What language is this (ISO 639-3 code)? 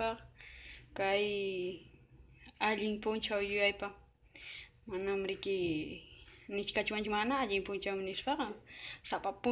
que